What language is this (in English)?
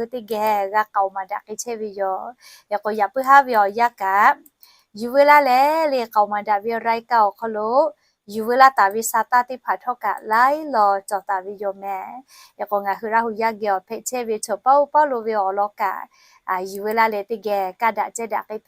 Lahu